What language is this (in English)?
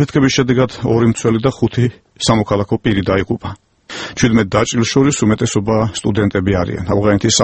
Georgian